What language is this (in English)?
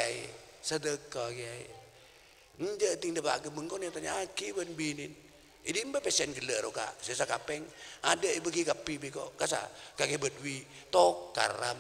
Madurese